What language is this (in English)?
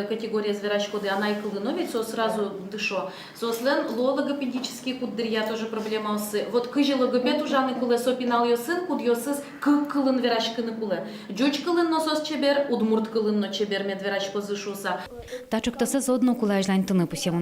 Udmurt